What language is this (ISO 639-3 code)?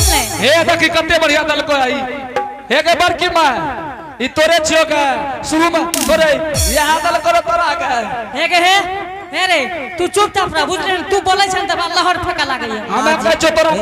anp